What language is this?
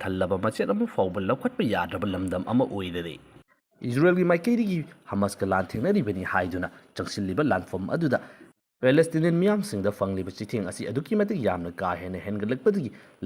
Manipuri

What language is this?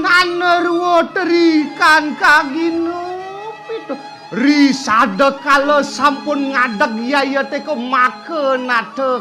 Balinese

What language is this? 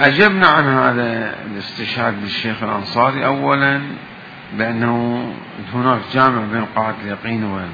Mesopotamian Arabic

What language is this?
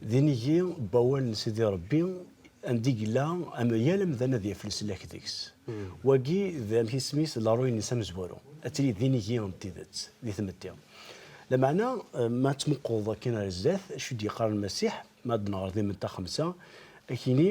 Kabyle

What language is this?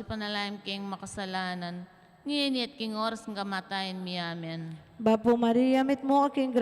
Pampanga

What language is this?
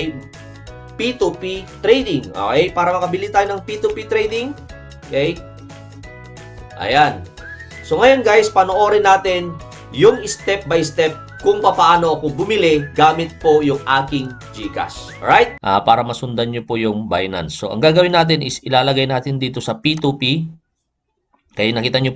Filipino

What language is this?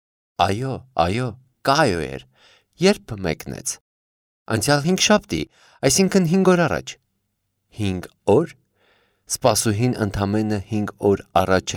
Armenian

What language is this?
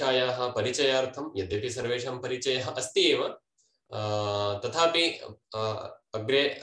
Sanskrit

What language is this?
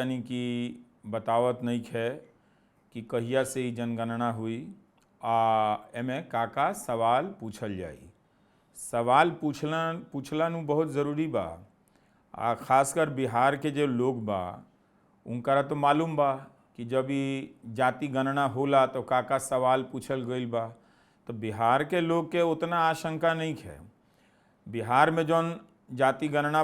Bhojpuri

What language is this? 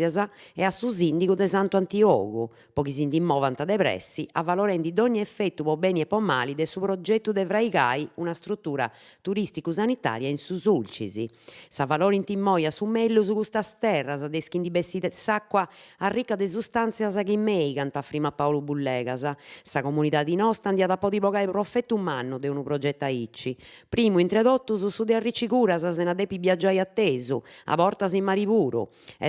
Sardinian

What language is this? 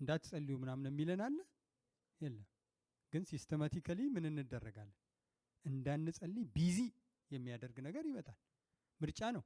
Amharic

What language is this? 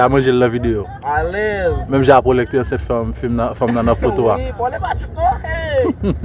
Haitian Creole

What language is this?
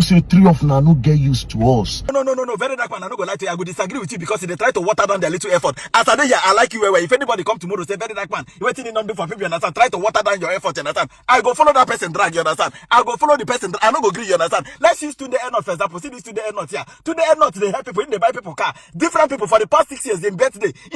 Nigerian Pidgin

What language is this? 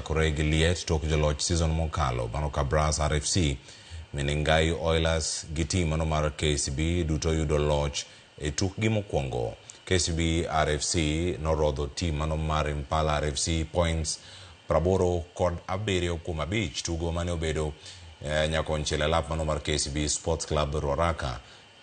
Luo (Kenya and Tanzania)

